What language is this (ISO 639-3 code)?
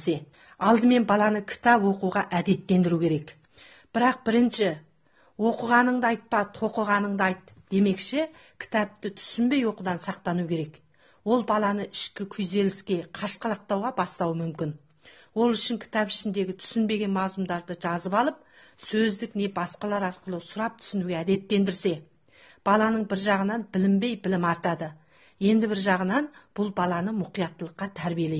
kaz